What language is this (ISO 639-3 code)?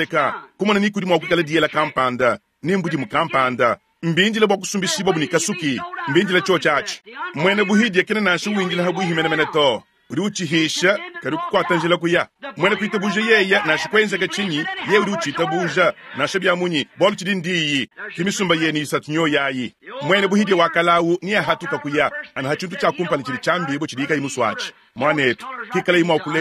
lua